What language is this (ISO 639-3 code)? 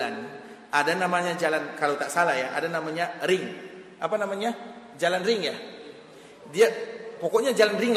ind